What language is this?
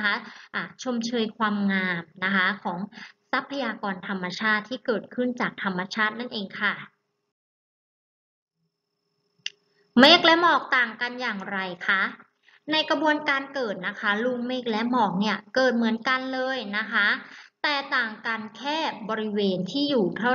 Thai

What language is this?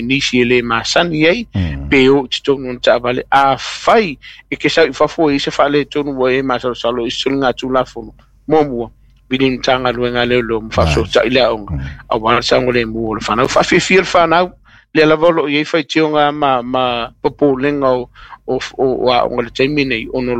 Samoan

